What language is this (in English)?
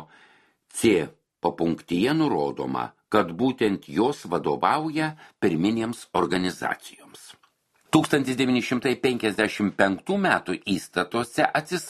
Lithuanian